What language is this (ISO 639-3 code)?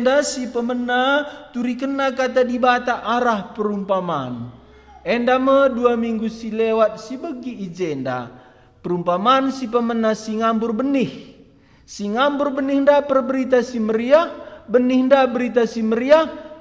btx